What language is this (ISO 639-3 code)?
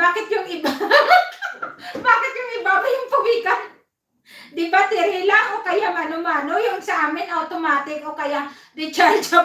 fil